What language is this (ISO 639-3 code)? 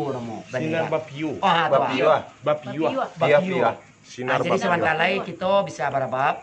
min